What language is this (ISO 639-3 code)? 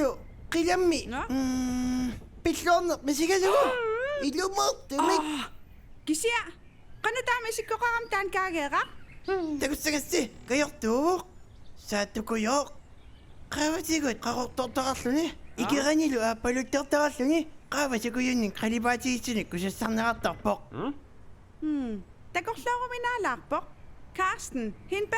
kal